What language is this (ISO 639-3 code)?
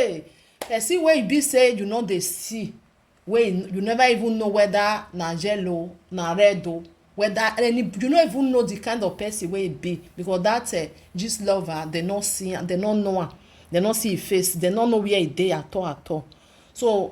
pcm